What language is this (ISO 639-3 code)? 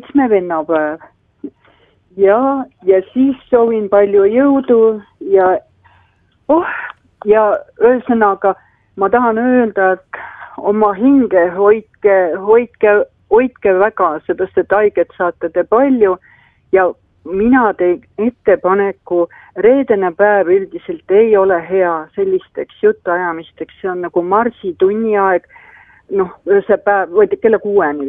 est